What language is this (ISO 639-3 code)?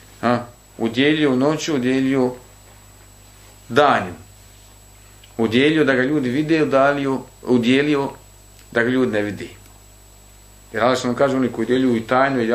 bos